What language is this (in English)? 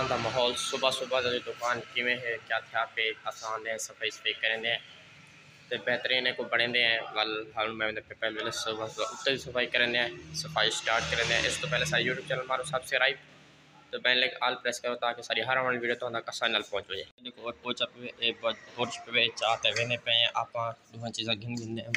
Saraiki